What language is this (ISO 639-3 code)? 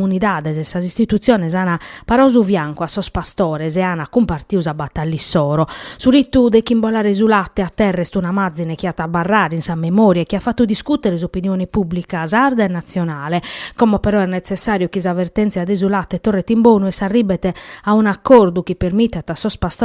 srd